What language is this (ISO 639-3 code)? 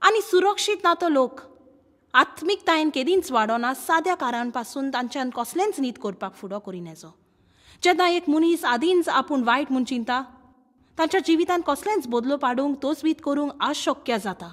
kok